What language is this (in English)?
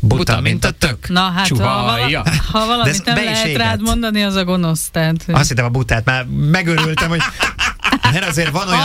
Hungarian